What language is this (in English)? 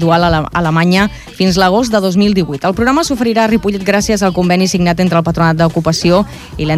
Catalan